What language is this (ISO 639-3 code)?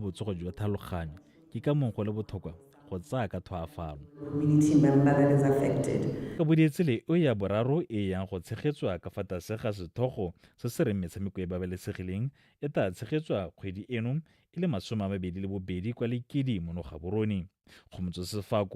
tsn